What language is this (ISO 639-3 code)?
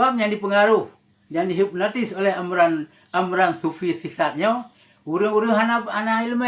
ace